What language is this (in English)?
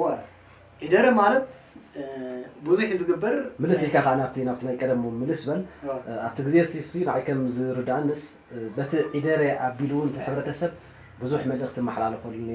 Tigrinya